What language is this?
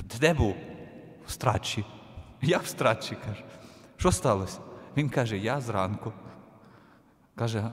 Ukrainian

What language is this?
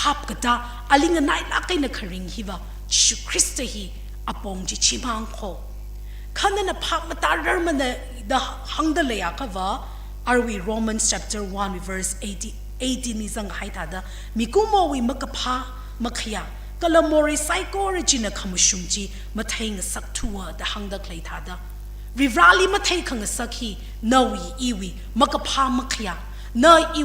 Tangkhul Naga (India)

